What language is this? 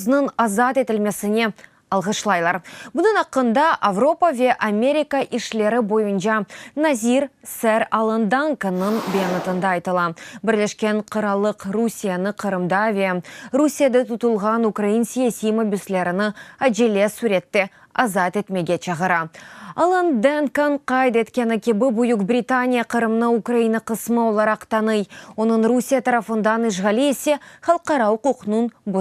Crimean Tatar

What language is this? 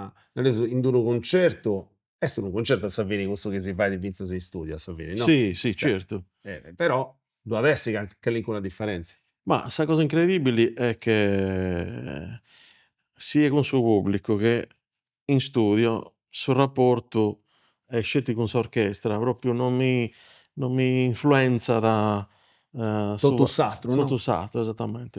Sardinian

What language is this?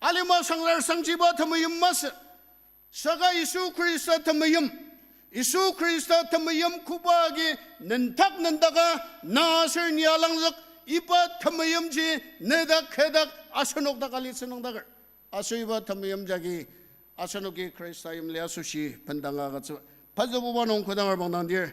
Ao Naga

